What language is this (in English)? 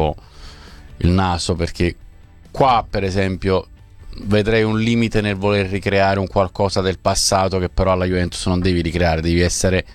Italian